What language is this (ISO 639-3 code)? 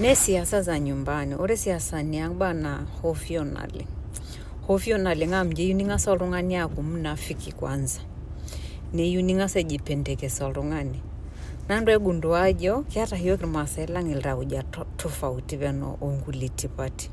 mas